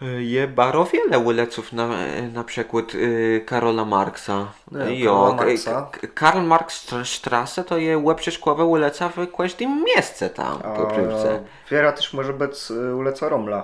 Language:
Kashubian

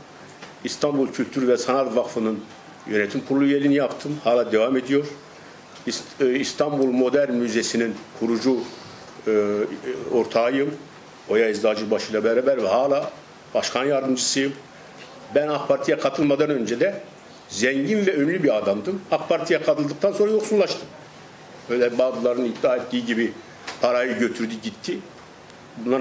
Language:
Turkish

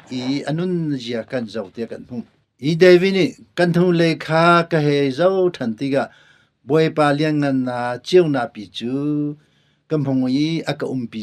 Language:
Hakha Chin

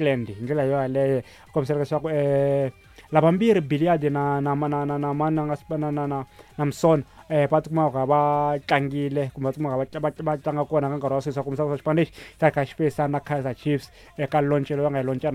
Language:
Tsonga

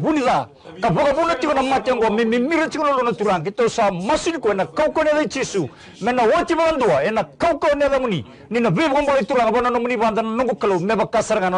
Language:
Fijian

